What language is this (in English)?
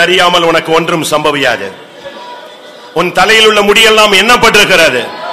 Tamil